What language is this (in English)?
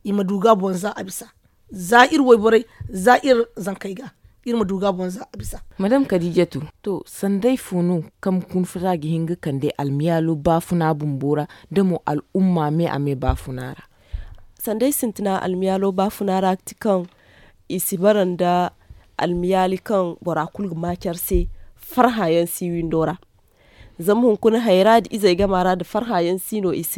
Zarma